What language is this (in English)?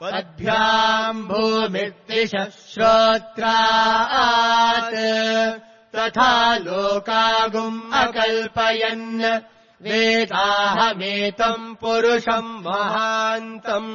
Sanskrit